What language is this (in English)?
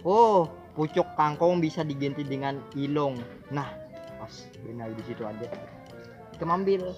Banjar